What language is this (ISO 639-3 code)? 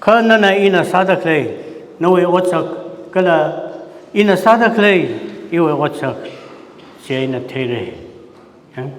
nmf